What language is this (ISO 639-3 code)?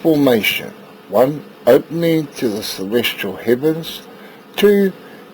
mri